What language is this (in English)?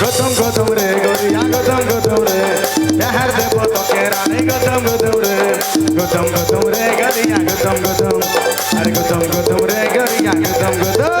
Sadri